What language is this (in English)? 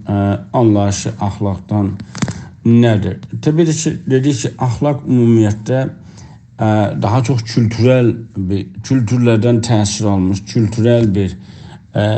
South Azerbaijani